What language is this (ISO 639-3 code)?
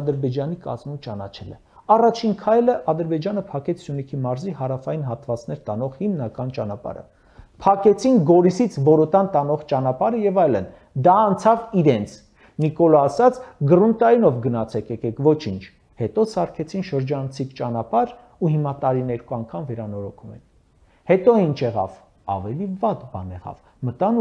hye